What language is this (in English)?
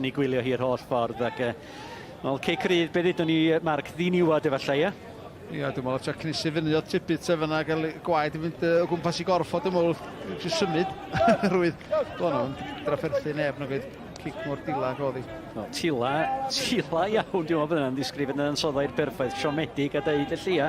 Welsh